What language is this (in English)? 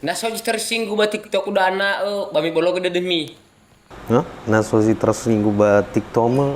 Nias